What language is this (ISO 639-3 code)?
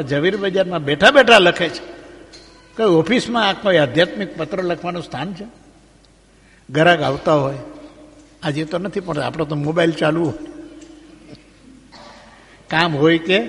guj